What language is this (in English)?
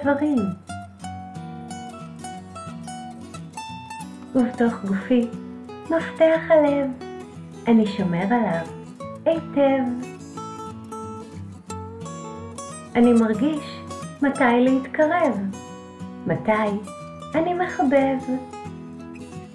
Hebrew